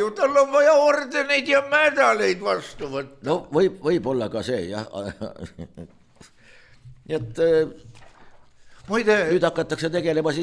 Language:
Estonian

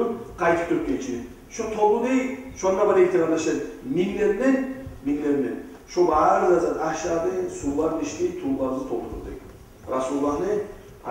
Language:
Kumyk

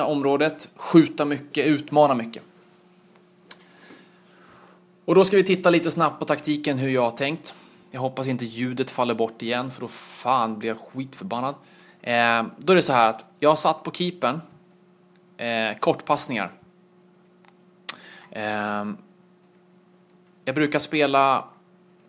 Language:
Swedish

